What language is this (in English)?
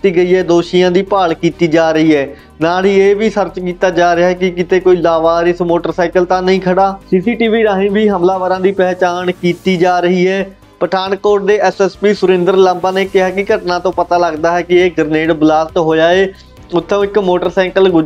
Punjabi